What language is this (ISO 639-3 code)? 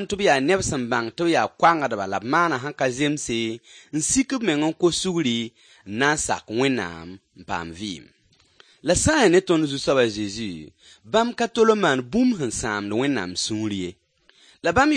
mos